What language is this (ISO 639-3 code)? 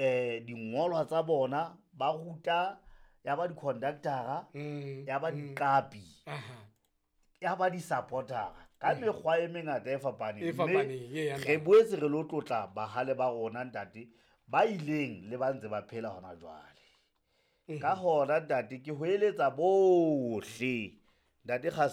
sot